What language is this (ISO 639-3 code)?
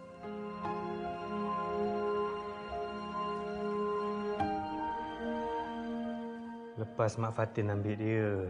msa